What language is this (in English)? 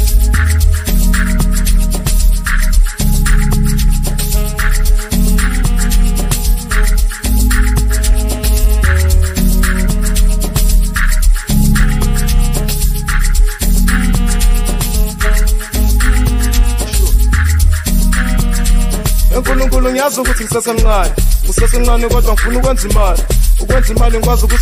Zulu